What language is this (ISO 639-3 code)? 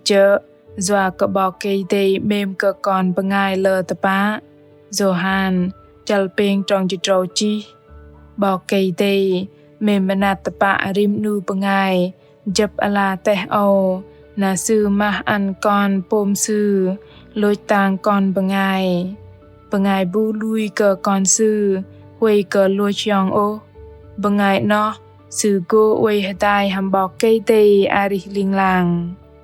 bdq